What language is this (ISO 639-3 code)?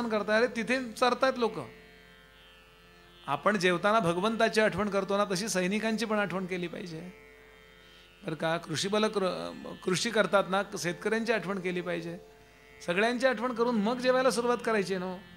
mar